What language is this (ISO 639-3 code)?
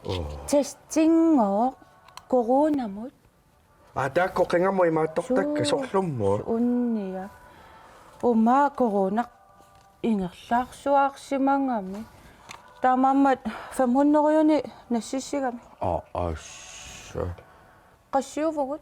kal